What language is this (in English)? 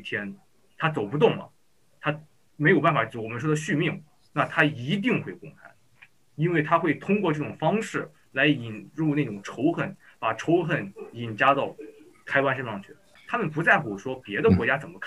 Chinese